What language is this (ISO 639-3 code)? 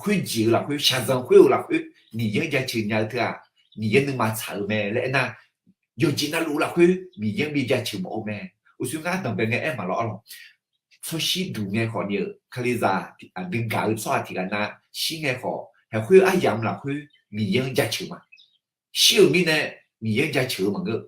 ahk